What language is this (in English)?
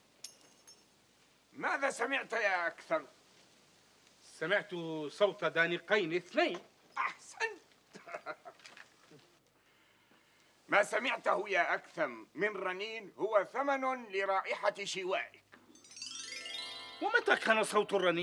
Arabic